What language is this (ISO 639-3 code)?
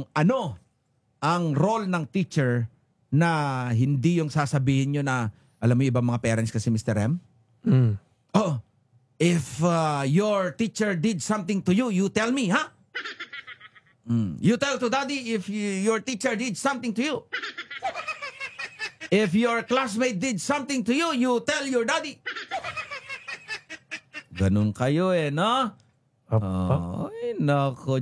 fil